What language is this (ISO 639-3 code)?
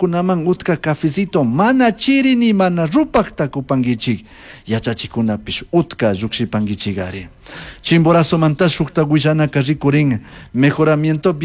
qug